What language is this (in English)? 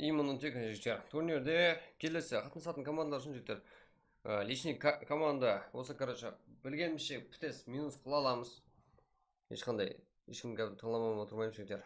Kara-Kalpak